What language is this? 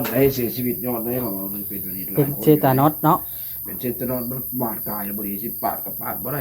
Northeastern Thai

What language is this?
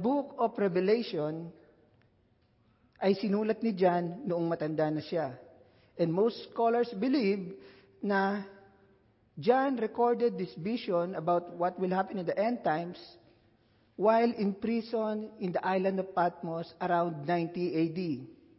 Filipino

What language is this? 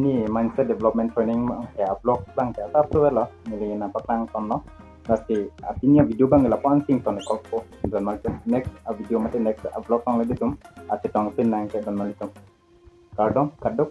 Karbi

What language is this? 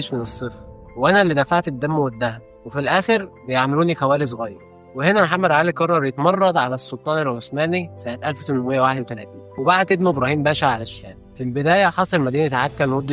Egyptian Arabic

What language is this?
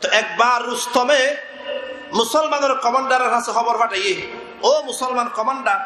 Rohingya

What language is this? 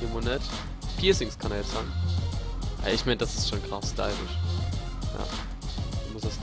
Palatine German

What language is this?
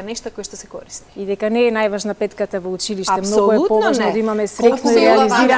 Macedonian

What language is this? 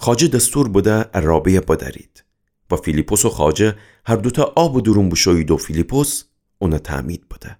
Gilaki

